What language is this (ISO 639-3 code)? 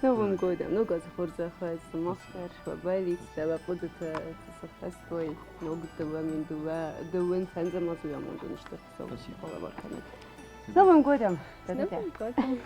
oss